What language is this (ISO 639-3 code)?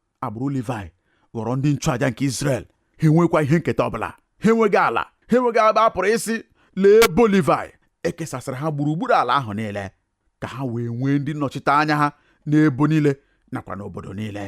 ibo